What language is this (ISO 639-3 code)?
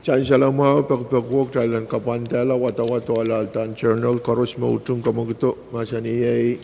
pon